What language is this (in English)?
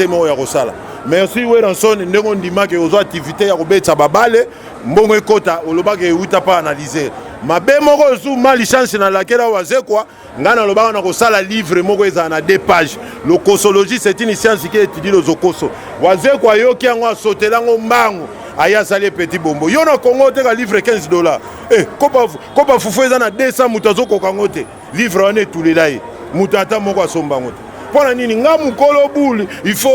Lingala